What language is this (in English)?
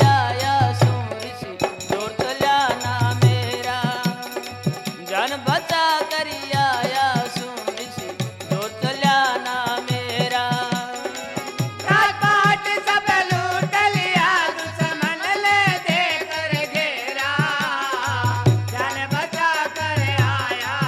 Hindi